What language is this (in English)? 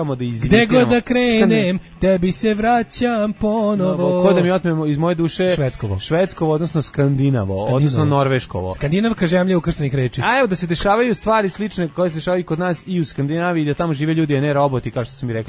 Serbian